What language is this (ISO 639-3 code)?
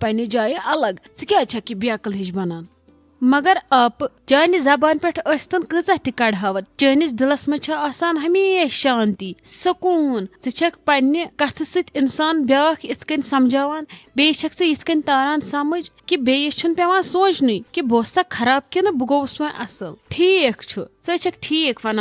kas